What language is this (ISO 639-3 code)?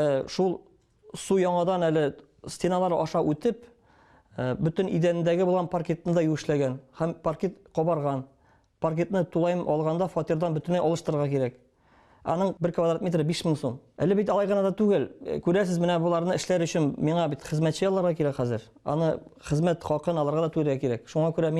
tat